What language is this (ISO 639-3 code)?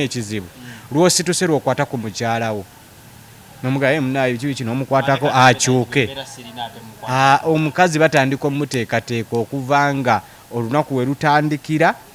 lug